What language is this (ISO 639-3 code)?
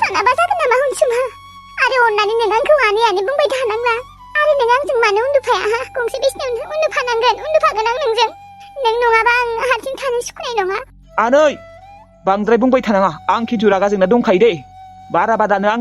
brx